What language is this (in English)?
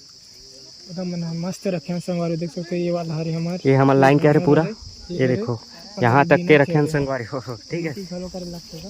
Chhattisgarhi